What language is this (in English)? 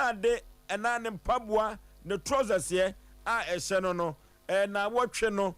Akan